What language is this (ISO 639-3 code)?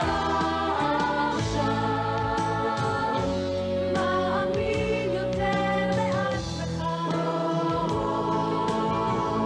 heb